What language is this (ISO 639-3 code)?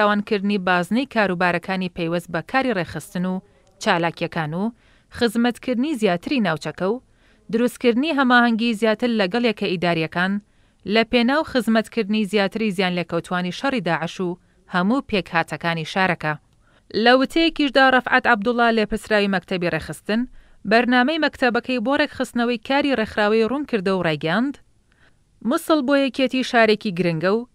ckb